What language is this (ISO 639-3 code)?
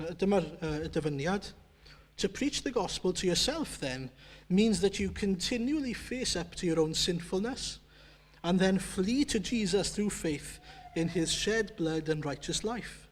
cym